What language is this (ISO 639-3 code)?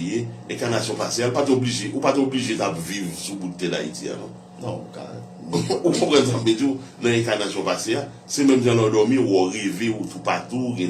hat